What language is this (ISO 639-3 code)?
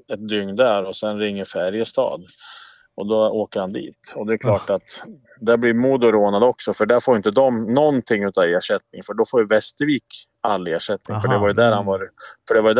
swe